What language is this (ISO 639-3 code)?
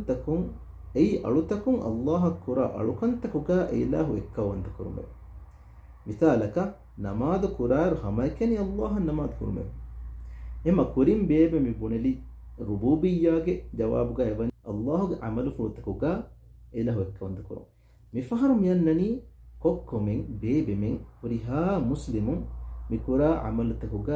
div